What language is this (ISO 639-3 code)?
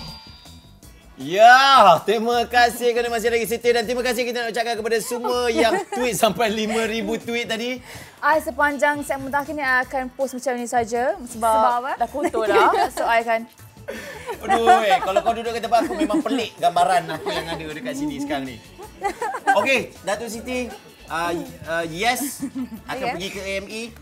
msa